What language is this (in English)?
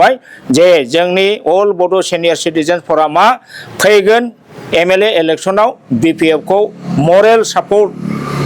Bodo